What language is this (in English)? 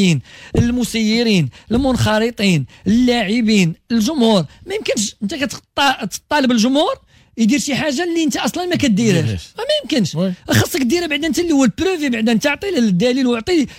Moroccan Arabic